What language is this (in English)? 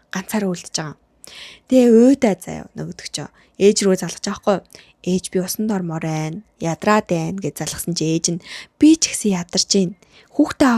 Mongolian